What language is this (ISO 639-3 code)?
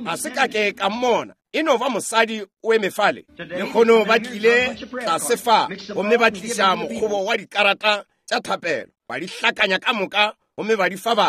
nso